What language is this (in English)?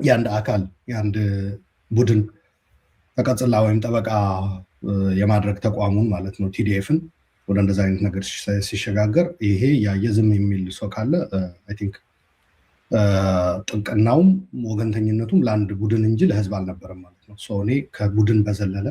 Amharic